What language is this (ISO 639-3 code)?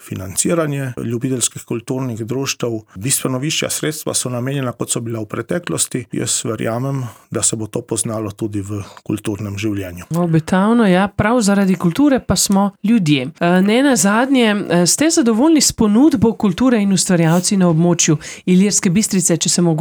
slv